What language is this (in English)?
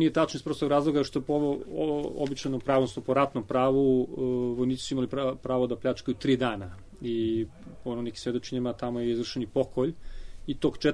Serbian